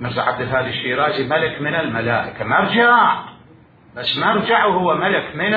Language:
Mesopotamian Arabic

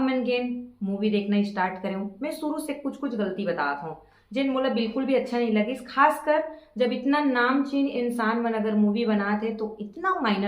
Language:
Chhattisgarhi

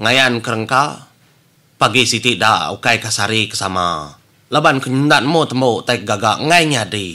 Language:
Iban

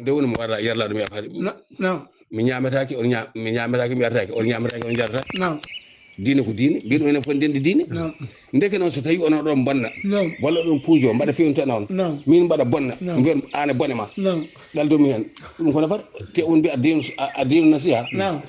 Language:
Fula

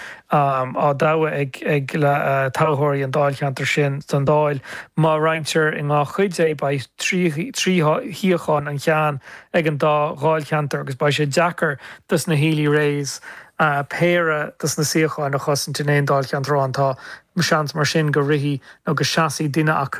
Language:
Irish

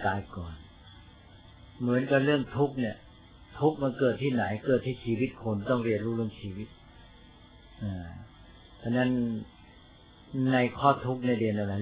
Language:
Thai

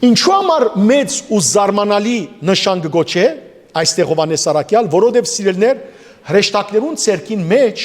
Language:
Western Armenian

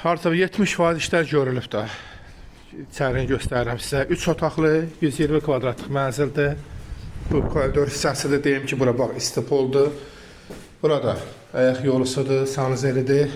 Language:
Azerbaijani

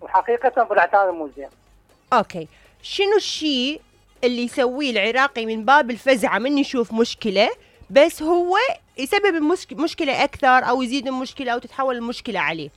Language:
Mesopotamian Arabic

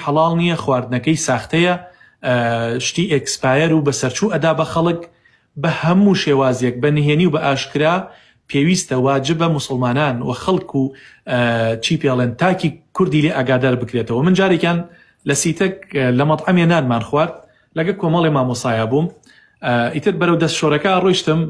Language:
Central Kurdish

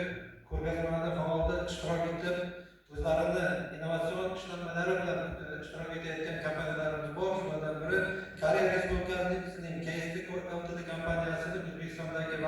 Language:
Uzbek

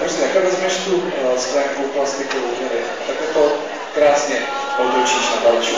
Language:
Czech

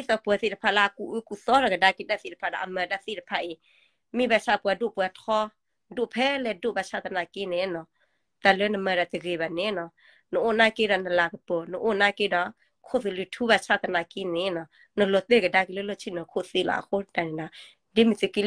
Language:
S'gaw Karen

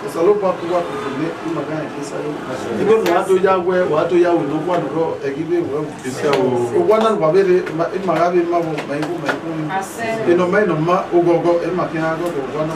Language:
Bini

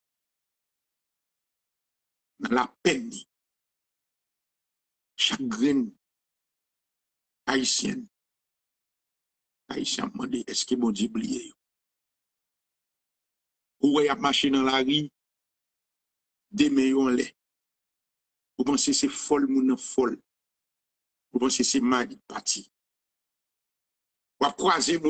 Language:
French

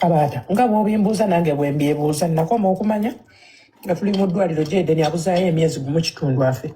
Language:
Ganda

